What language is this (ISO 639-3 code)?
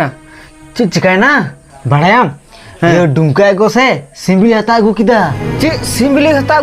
sat